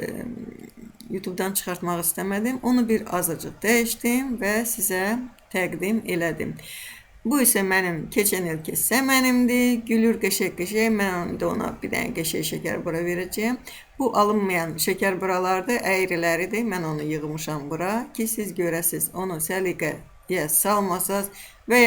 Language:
Azerbaijani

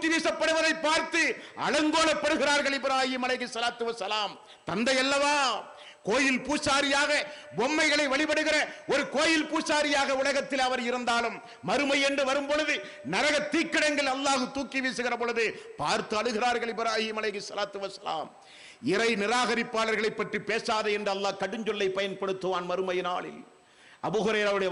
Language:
Tamil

